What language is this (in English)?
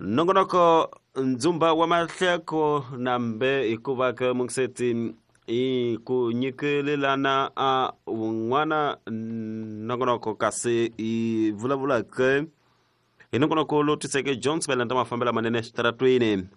Tsonga